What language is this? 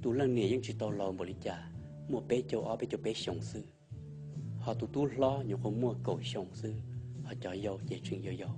Hmong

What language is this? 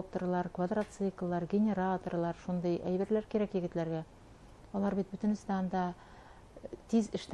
Bashkir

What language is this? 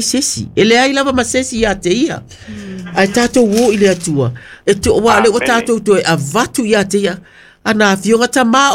Samoan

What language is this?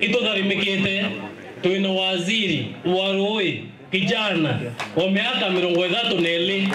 Meru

